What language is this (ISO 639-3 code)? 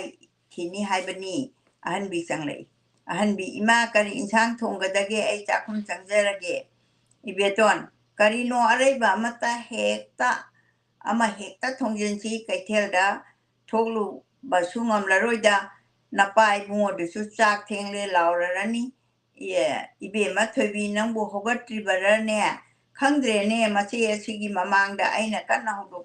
mni